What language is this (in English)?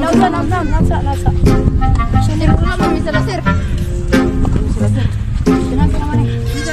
Cebuano